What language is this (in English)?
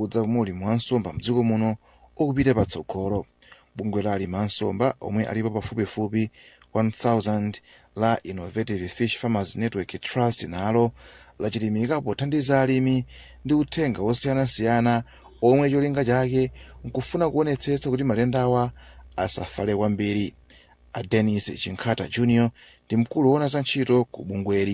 Nyanja